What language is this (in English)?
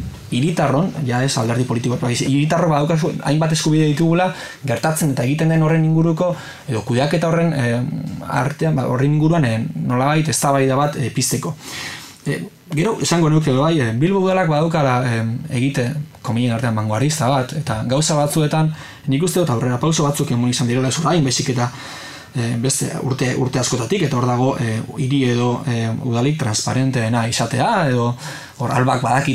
Basque